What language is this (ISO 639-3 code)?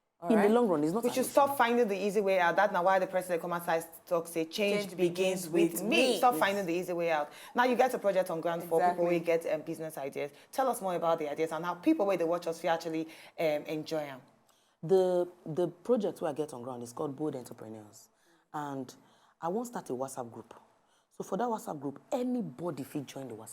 pcm